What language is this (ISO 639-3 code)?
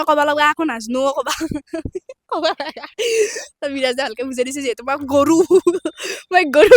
asm